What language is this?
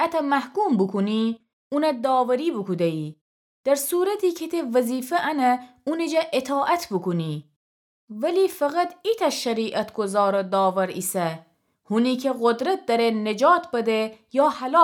Gilaki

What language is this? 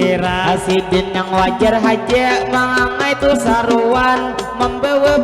Banjar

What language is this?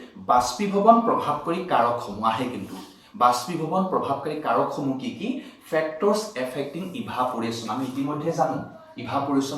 Assamese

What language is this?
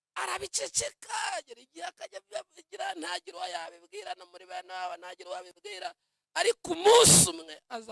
Kinyarwanda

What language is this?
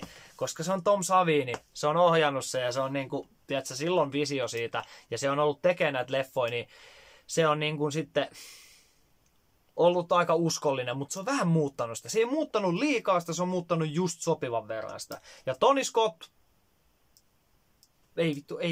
Finnish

